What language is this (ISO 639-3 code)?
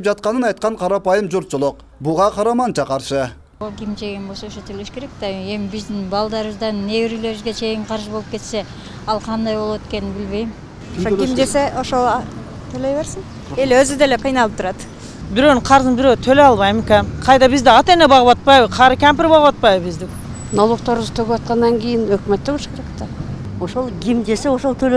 kir